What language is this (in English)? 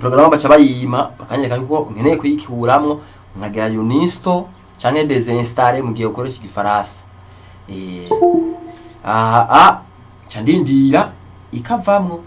Rundi